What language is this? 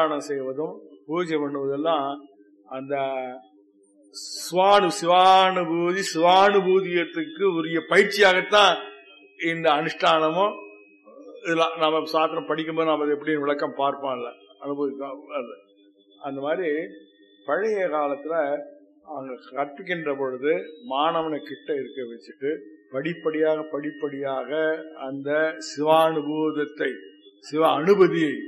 Tamil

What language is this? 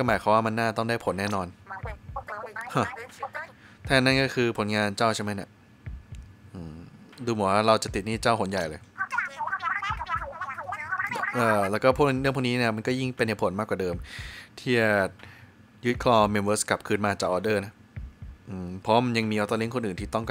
Thai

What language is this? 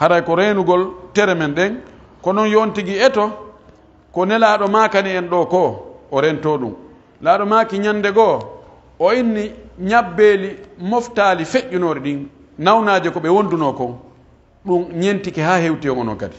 Pular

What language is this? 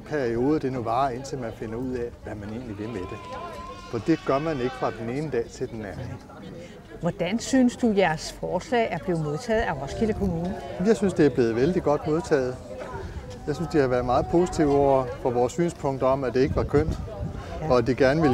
Danish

